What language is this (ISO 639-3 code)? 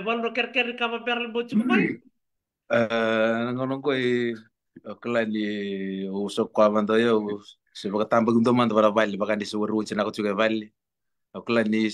fij